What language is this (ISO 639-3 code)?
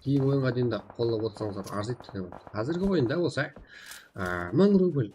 kaa